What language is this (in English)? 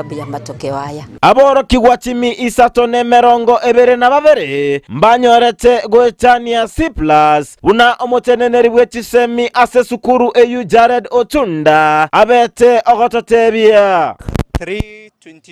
Gusii